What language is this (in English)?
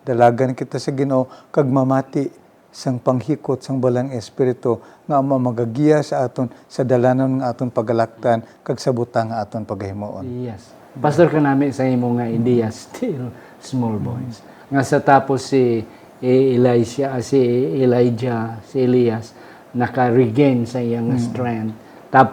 Hiligaynon